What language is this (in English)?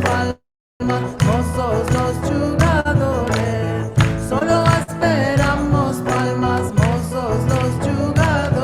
Ladino